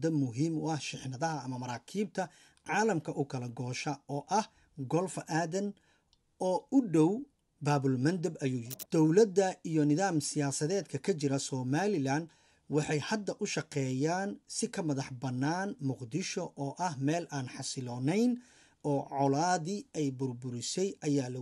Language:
Somali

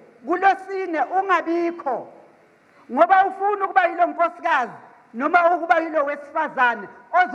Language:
Zulu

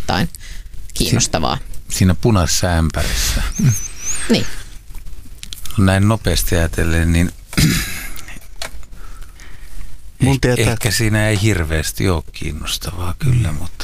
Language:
Finnish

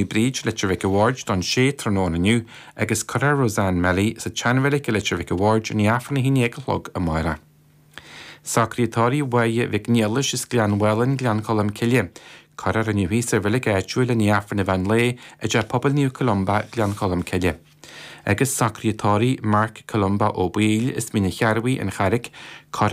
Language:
Irish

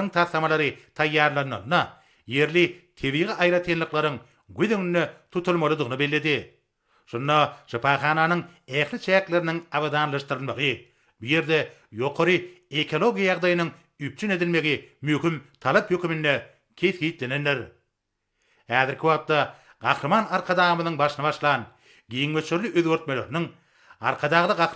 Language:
Turkmen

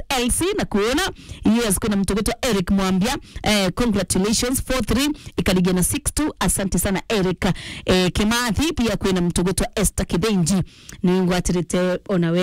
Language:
Meru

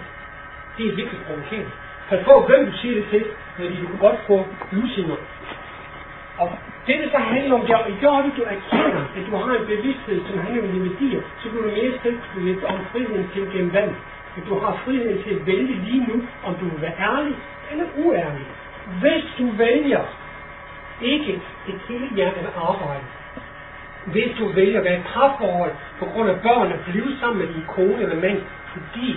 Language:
Danish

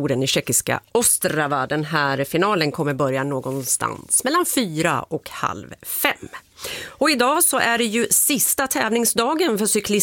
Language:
Swedish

